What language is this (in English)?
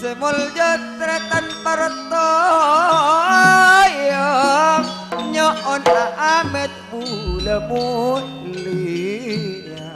Madurese